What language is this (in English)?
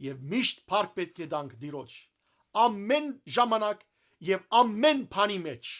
Western Armenian